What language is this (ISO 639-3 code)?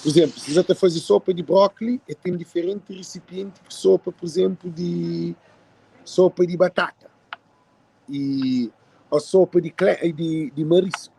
kea